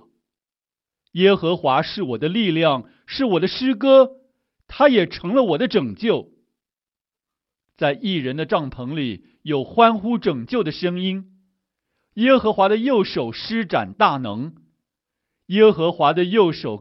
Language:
Chinese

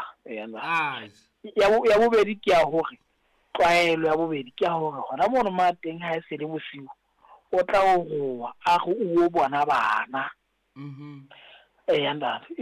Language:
Southern Sotho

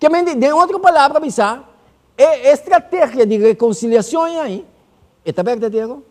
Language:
Papiamento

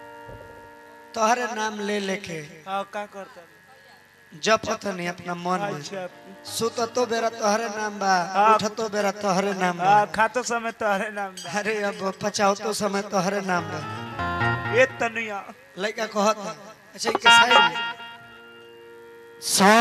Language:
Bhojpuri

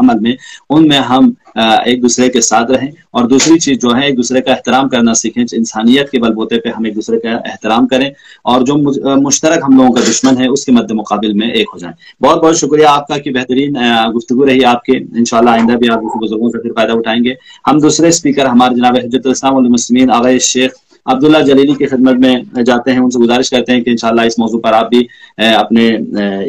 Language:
Urdu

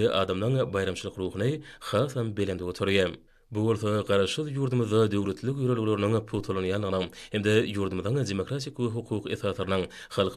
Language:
Turkmen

